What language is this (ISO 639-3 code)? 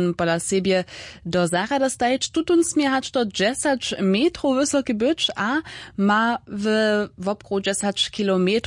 hsb